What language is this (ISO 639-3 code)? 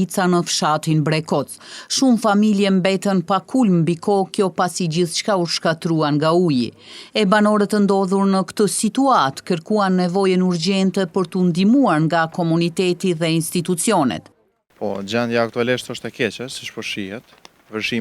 sqi